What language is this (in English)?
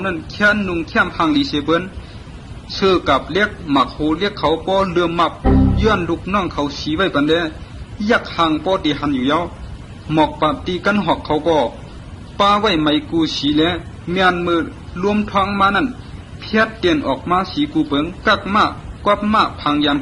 Shan